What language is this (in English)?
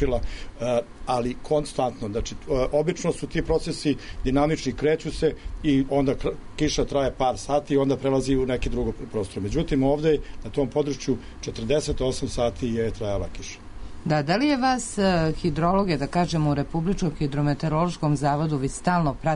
Serbian